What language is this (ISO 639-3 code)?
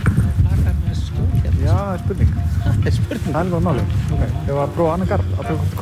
isl